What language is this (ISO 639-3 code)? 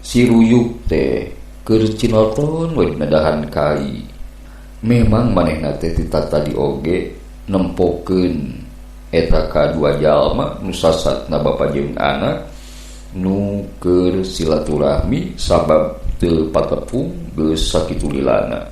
sun